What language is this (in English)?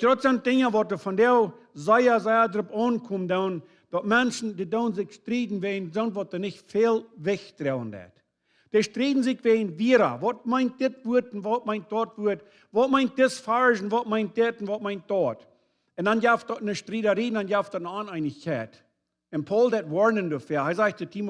Plautdietsch